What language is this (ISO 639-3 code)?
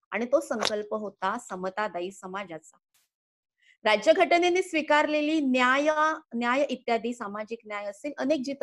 mar